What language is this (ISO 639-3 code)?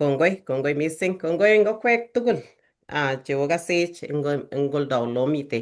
kln